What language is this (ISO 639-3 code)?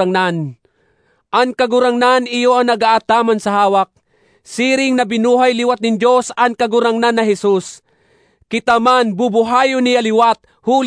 bik